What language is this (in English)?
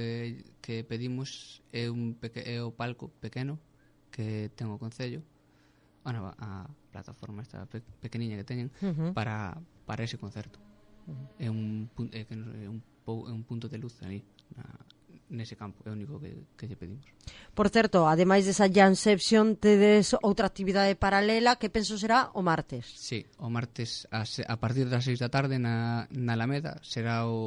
Galician